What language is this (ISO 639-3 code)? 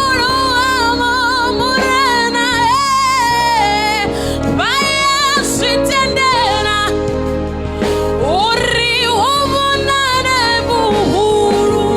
ven